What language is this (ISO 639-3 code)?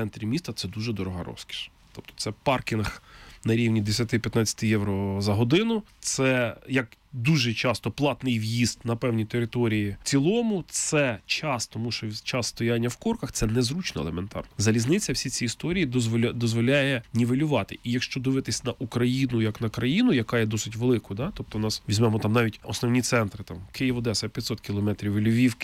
ukr